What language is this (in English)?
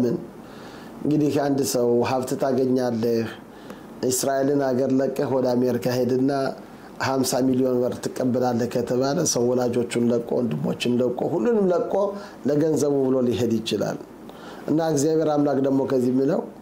Amharic